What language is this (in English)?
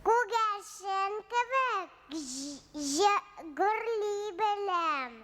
Tatar